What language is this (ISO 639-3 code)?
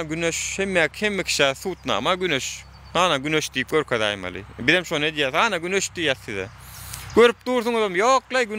tuk